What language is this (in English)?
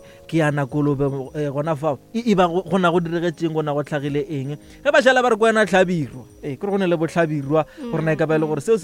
Northern Sotho